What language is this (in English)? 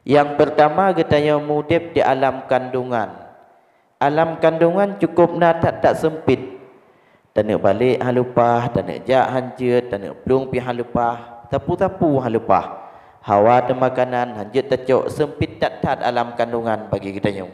Achinese